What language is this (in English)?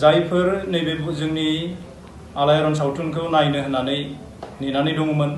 Bodo